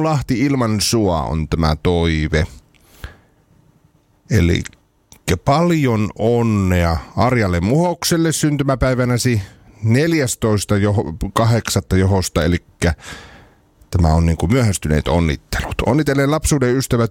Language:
Finnish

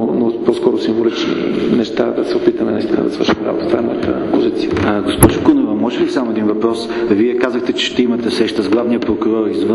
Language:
Bulgarian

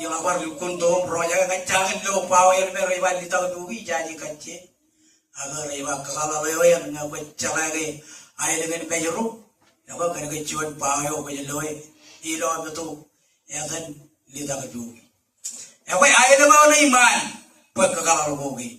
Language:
Marshallese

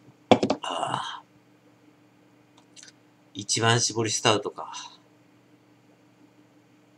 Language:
Japanese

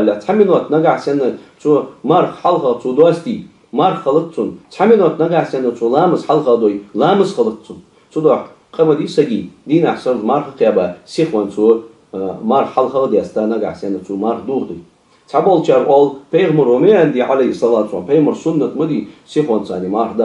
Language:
Ingush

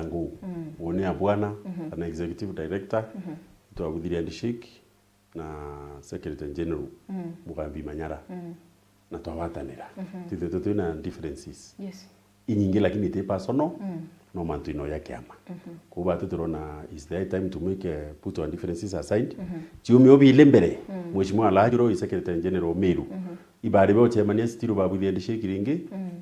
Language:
Meru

